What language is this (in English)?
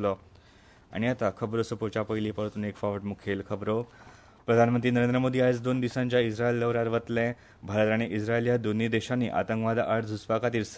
Konkani